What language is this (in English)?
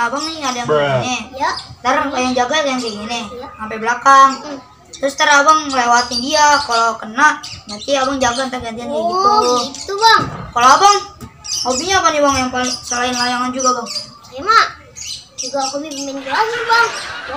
Betawi